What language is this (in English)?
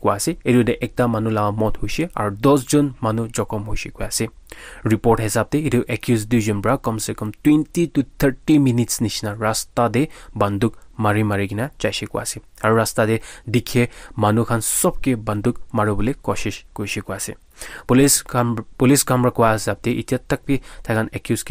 Naga Pidgin